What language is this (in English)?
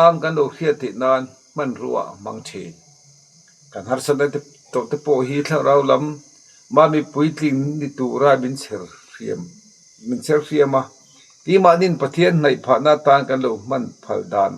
Mizo